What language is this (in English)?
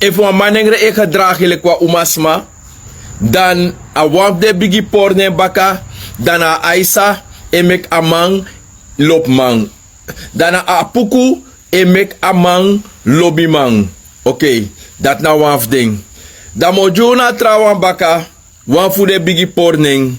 Sranan Tongo